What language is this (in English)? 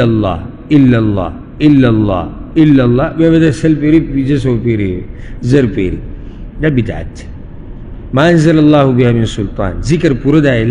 Pashto